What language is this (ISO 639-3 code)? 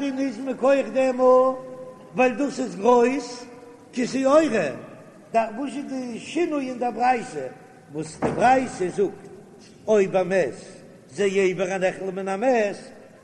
yid